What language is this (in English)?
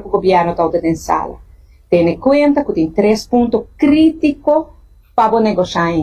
Papiamento